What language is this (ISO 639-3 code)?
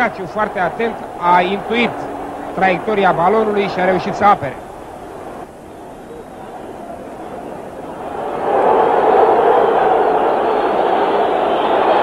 ron